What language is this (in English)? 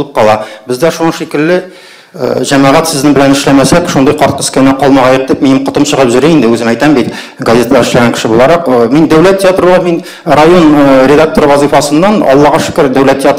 Tatar